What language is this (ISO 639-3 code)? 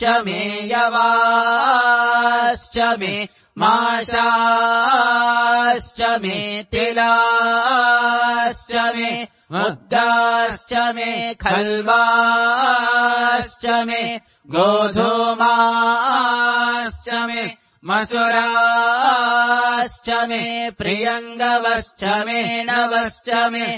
san